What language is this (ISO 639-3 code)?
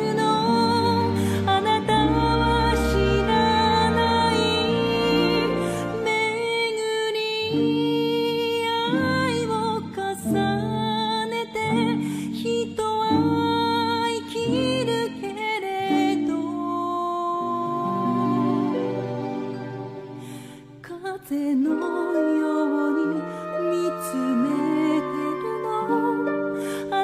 jpn